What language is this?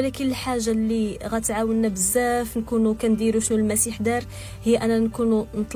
Moroccan Arabic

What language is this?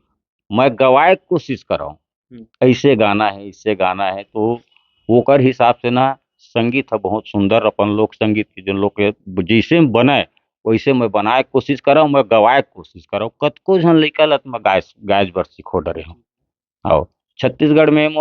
Chhattisgarhi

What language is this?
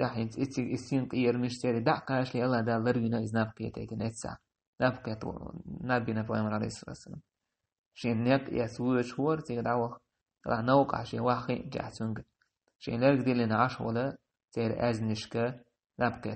Chechen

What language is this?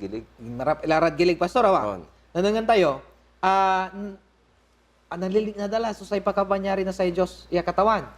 Pangasinan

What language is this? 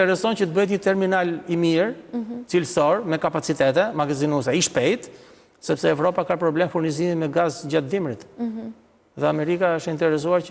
Albanian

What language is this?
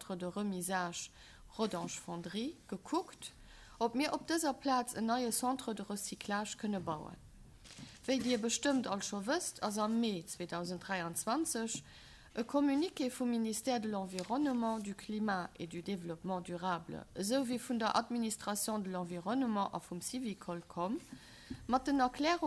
Luxembourgish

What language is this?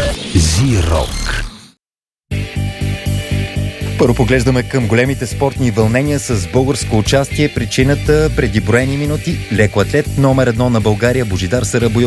Bulgarian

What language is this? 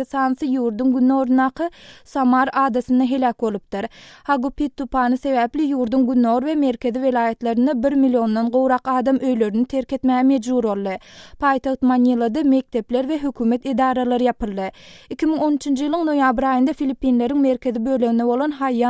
Turkmen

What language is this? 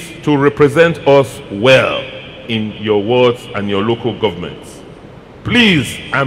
Nigerian Pidgin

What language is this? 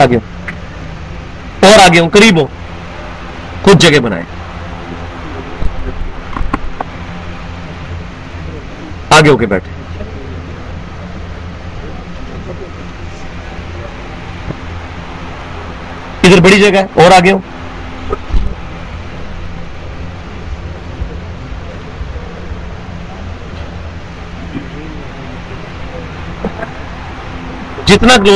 Urdu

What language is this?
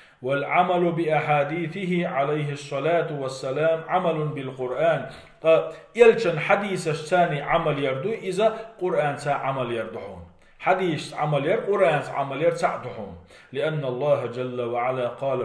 Chechen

